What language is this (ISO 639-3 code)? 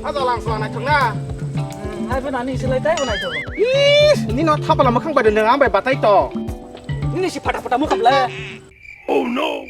trp